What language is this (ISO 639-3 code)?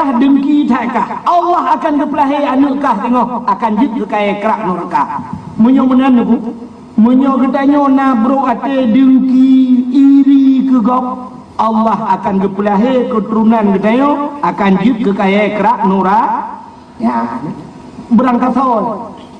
ace